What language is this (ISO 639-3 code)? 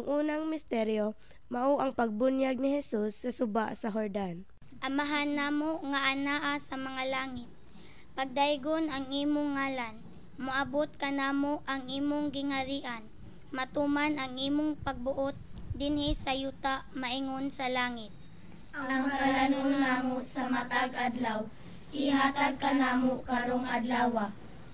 ceb